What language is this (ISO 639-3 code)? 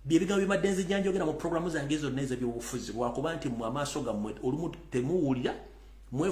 lug